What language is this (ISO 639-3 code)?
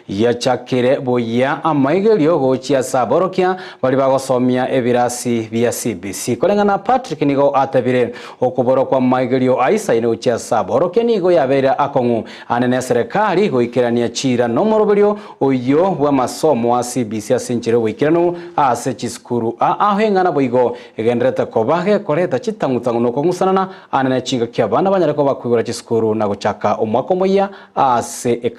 guz